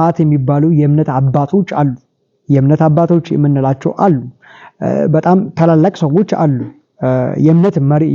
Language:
Amharic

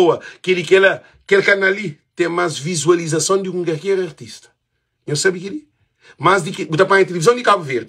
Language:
Kabuverdianu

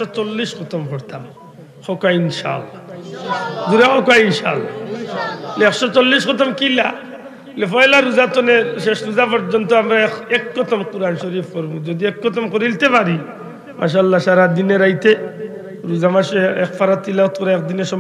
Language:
Sylheti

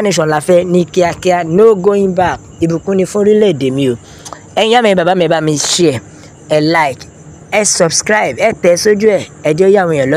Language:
Yoruba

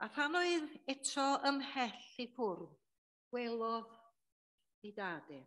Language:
Welsh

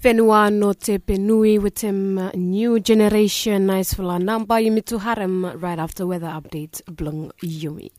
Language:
Bislama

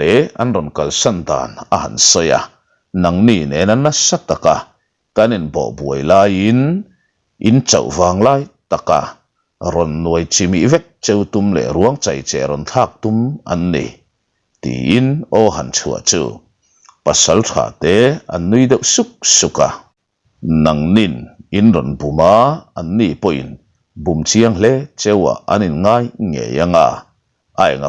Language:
Mizo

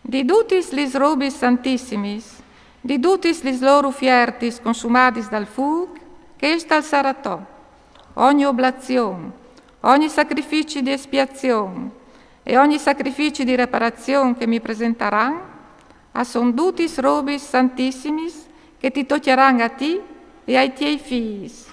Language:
Friulian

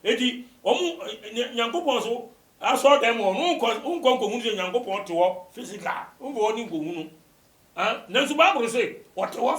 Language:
Akan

